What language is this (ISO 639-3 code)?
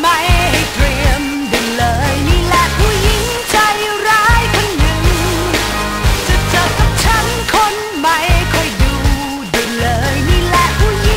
tha